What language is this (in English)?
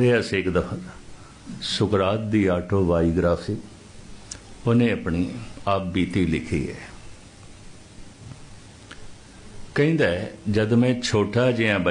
Punjabi